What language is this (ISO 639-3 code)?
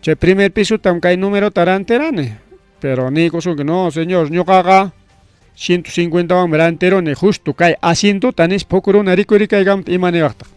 quy